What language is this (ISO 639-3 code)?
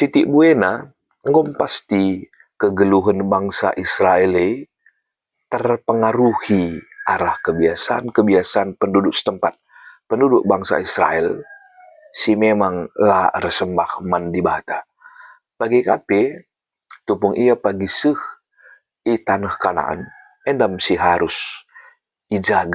btx